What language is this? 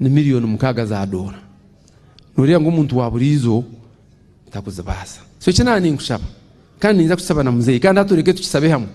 Nyankole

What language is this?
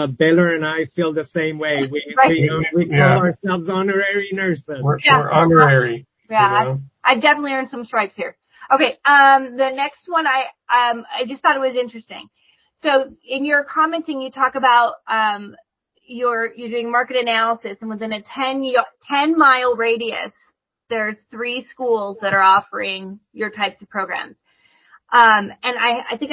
English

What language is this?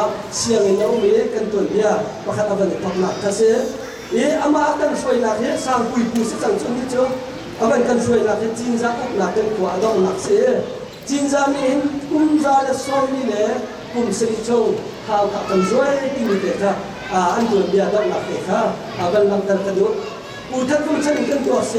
Hakha Chin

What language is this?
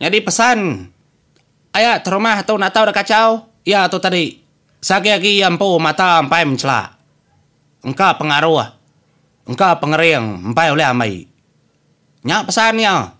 Iban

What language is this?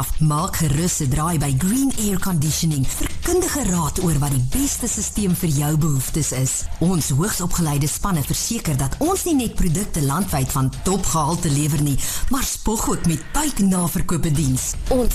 Afrikaans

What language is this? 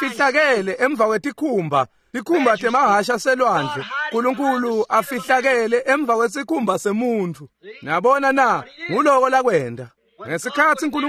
Swati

